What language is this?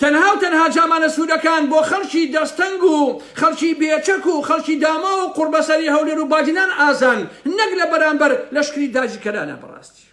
Central Kurdish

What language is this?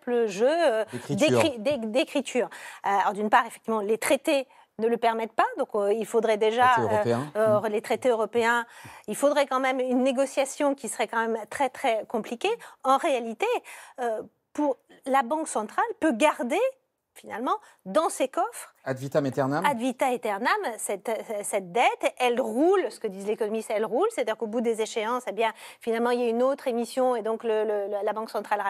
French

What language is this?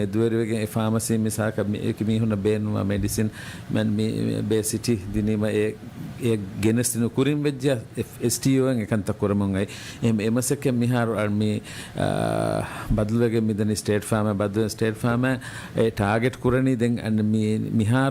Divehi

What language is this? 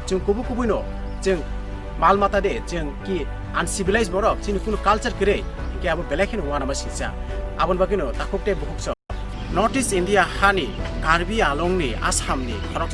Kok Borok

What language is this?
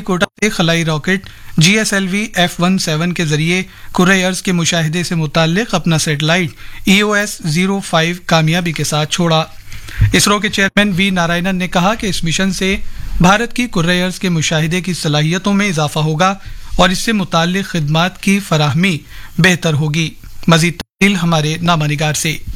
Urdu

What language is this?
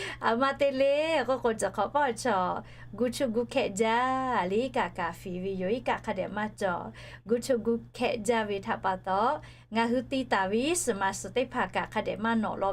Lahu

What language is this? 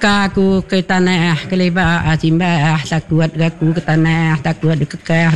Iban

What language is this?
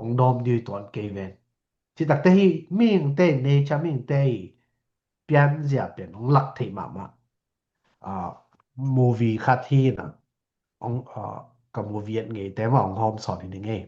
Tedim Chin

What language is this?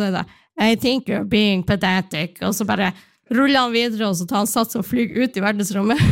Norwegian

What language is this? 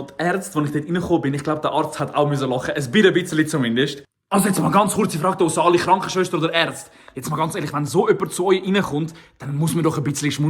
Swiss German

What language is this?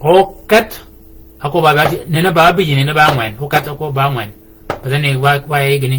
Shilluk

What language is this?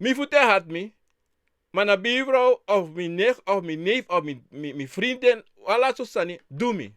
Sranan Tongo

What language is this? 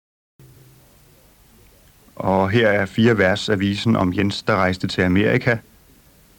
Danish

